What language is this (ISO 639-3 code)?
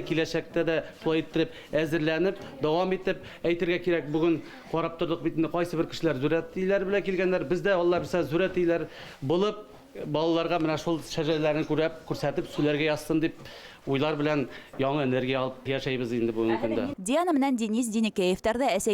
bak